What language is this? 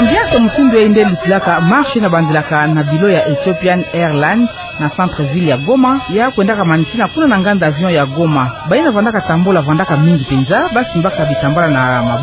Kituba (Democratic Republic of Congo)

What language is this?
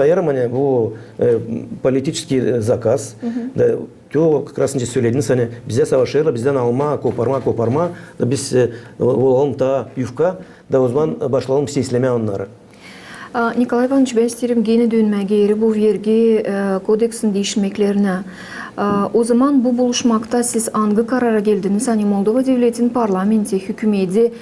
Gagauz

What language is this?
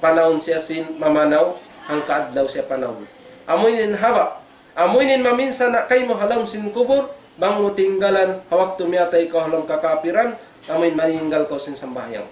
Tausug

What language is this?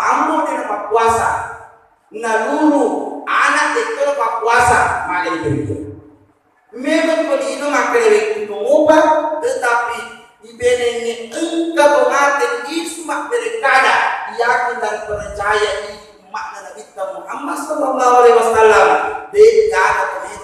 Buginese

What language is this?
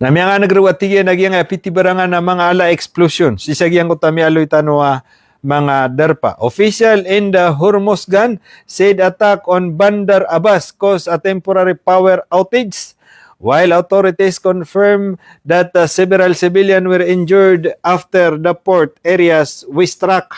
Maranao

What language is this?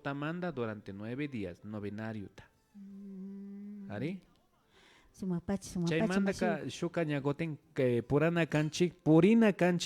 Imbabura Highland Quichua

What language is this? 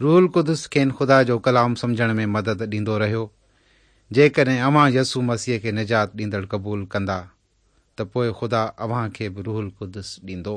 Sindhi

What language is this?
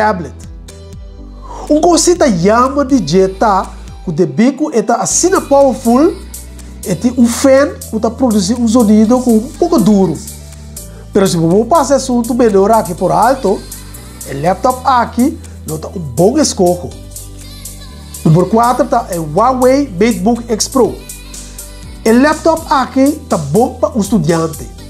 Portuguese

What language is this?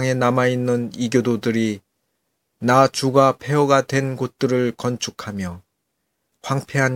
Korean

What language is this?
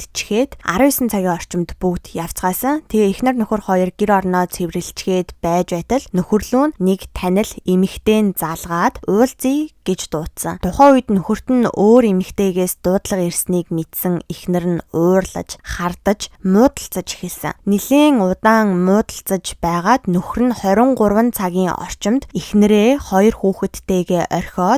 Mongolian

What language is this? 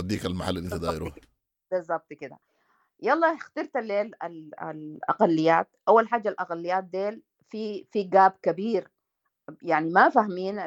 Sudanese Arabic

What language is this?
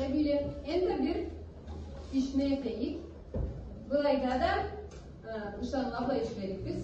Karachay-Balkar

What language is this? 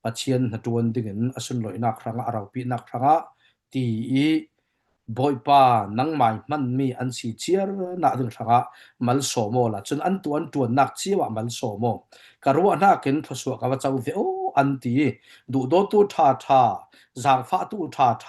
Falam Chin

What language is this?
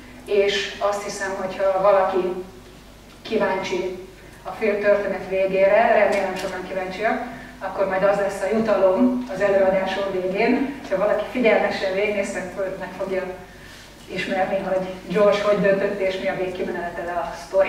Hungarian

